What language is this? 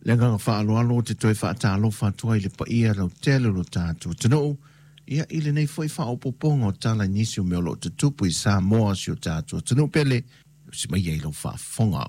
Samoan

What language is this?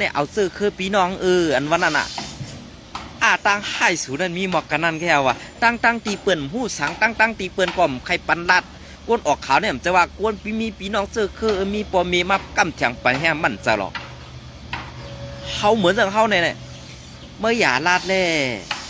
Shan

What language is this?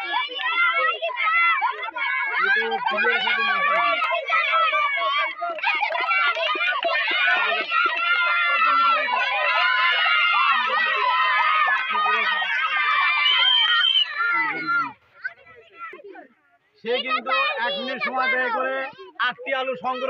Bangla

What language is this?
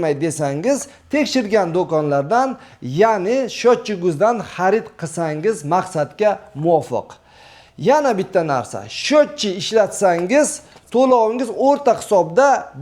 Uzbek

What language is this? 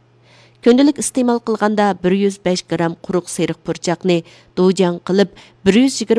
Uyghur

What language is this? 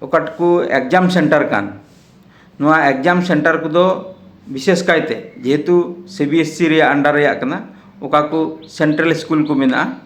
Santali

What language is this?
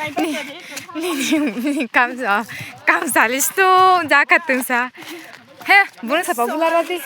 Riang (India)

